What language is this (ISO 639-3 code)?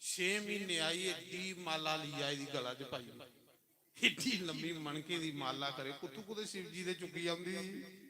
doi